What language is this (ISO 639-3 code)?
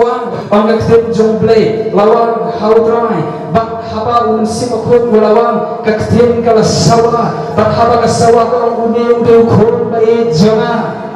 kha